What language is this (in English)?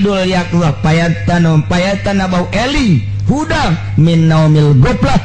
Sundanese